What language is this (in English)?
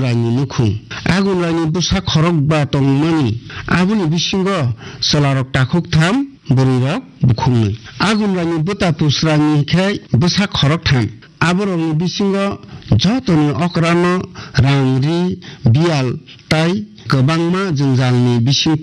Kok Borok